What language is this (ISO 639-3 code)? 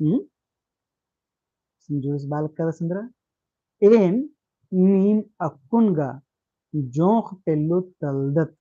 kru